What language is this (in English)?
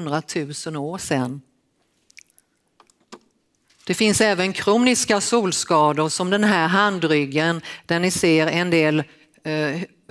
Swedish